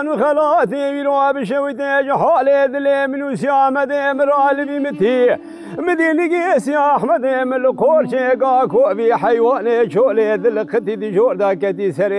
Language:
Kurdish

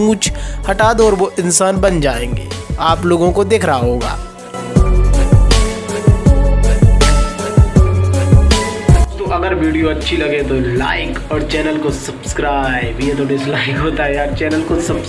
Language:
Hindi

